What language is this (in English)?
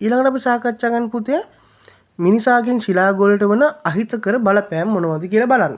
Sinhala